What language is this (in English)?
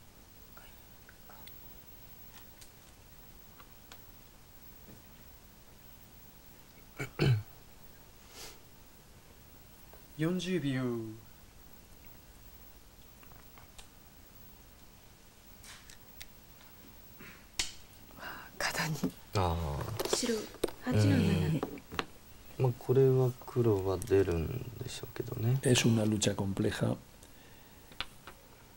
Japanese